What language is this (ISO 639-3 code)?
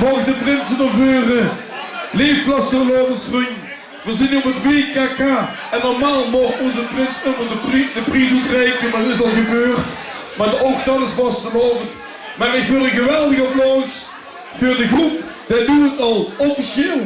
lim